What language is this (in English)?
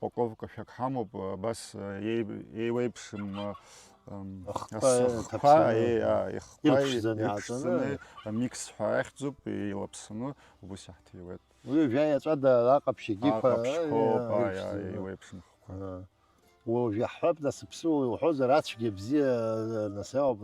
Abkhazian